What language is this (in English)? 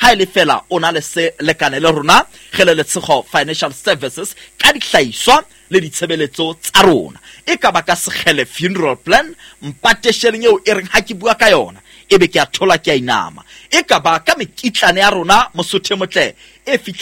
Southern Sotho